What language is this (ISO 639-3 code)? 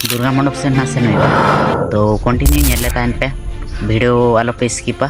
sat